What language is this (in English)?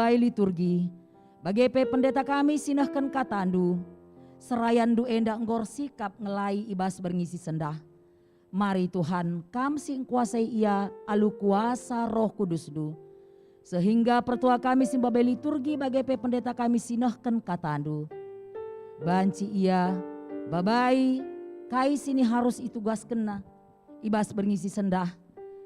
Batak Karo